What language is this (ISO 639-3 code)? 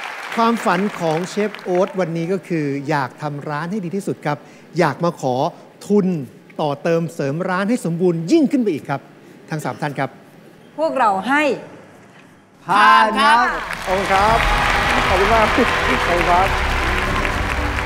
tha